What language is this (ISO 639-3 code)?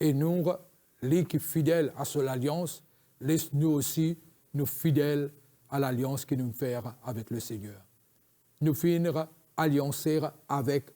mfe